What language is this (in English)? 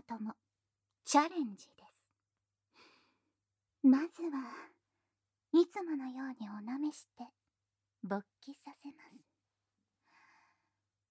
Japanese